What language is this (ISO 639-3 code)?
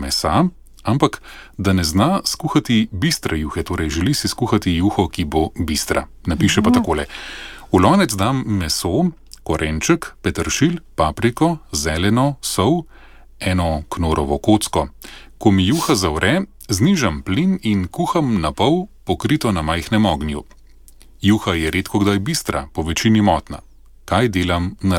slv